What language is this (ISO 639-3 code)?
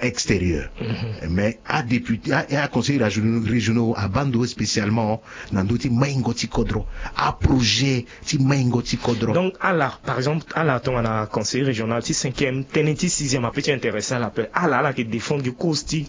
sag